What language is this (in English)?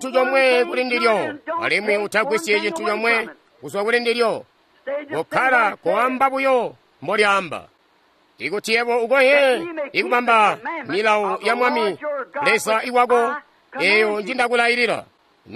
Tonga (Zambia)